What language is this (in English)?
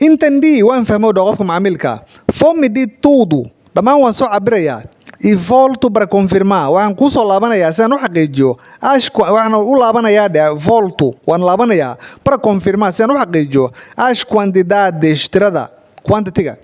Somali